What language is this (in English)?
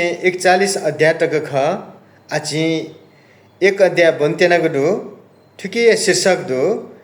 Newari